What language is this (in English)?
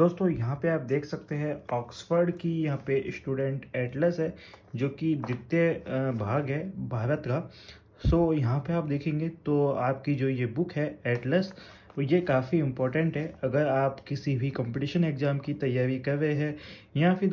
Hindi